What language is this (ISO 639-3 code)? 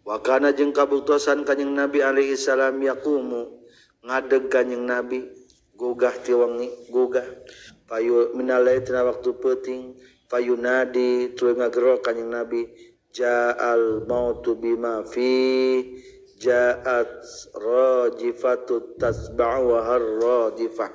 sun